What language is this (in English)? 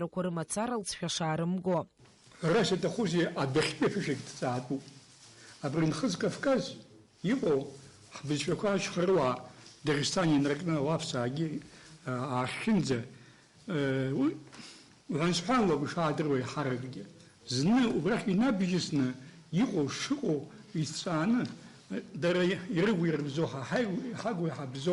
Abkhazian